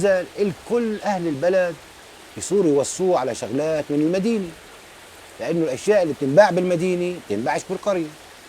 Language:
Egyptian Arabic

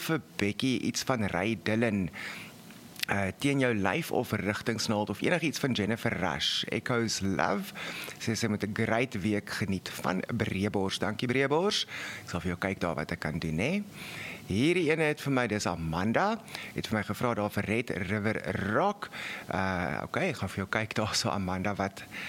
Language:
Afrikaans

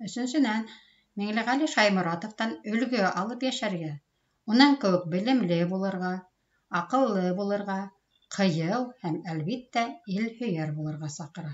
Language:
Bashkir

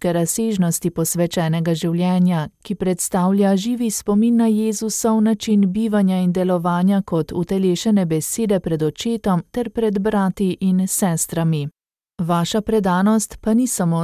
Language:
Slovenian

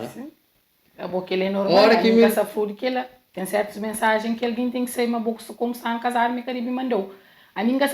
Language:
Kabuverdianu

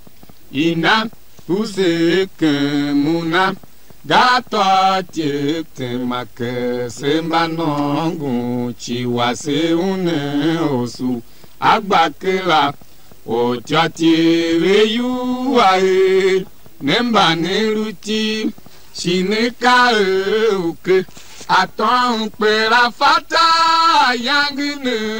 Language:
Tiv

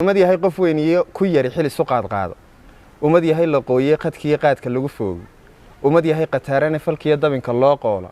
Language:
Somali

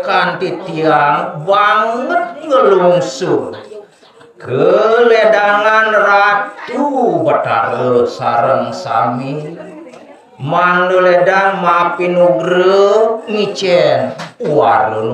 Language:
Balinese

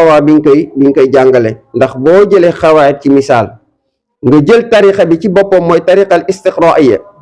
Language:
Wolof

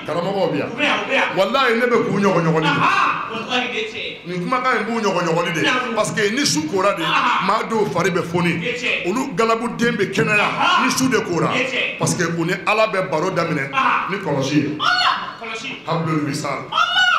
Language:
Bambara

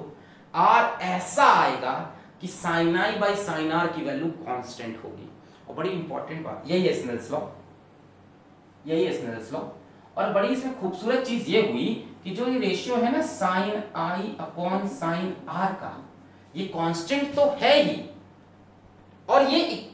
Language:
Hindi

